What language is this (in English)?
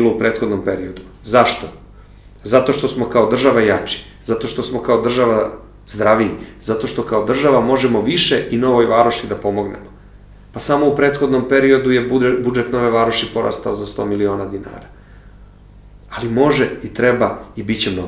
Serbian